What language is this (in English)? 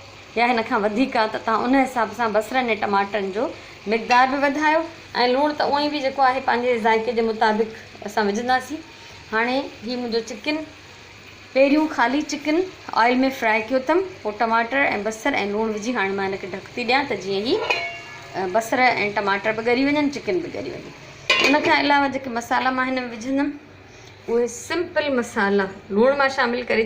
Sindhi